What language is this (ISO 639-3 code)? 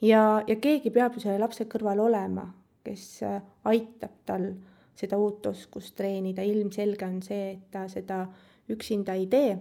est